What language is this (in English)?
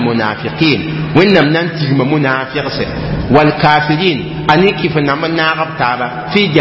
Mossi